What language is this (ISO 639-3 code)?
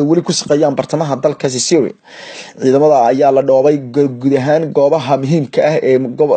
som